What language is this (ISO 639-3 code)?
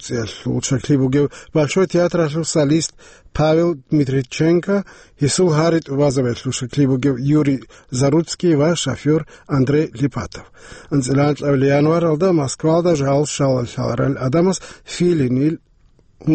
ava